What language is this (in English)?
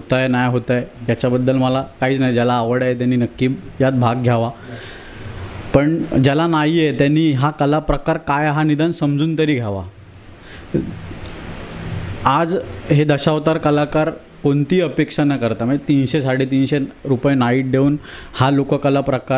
Marathi